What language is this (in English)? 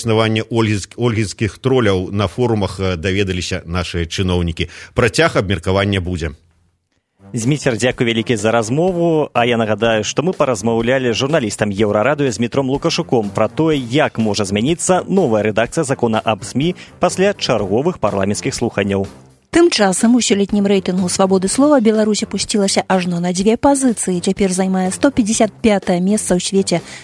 Belarusian